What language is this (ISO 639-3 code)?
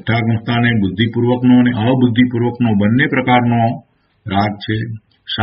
guj